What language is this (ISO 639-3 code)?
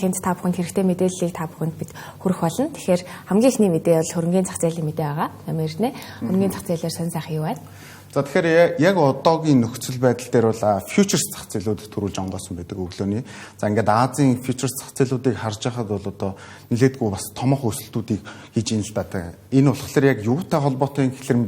mon